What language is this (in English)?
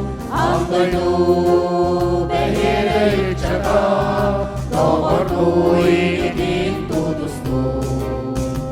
Yakut